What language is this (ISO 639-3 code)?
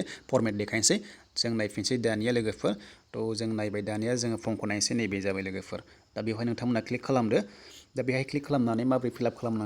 brx